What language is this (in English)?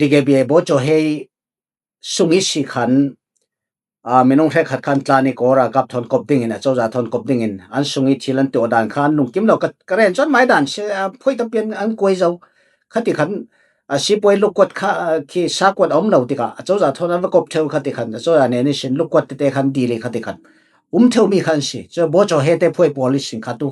Falam Chin